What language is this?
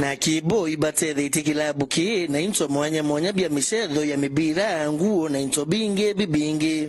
Meru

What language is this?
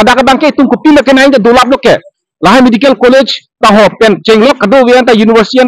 Karbi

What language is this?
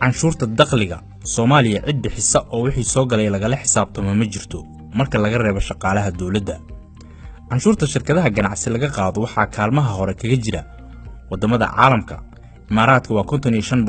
Somali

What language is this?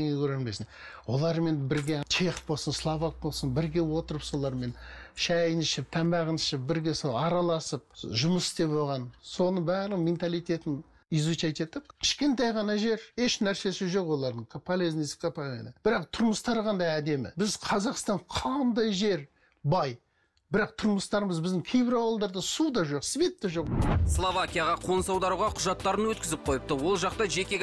Kazakh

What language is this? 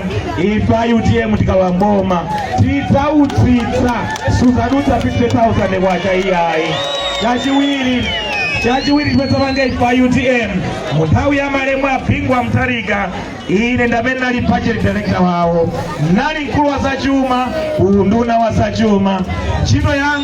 Nyanja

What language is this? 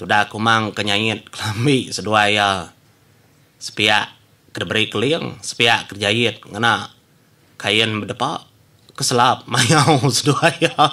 Iban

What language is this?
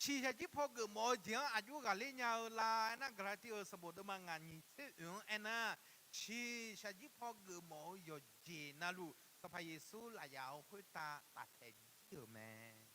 Akha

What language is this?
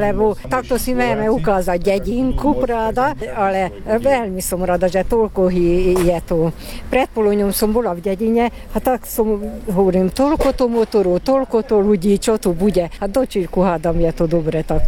Slovak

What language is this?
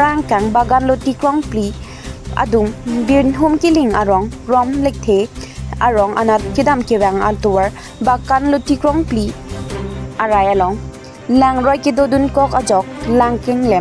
Karbi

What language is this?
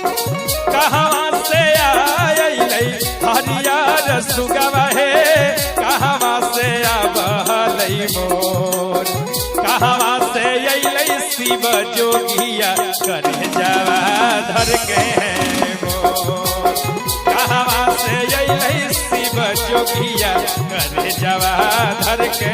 Magahi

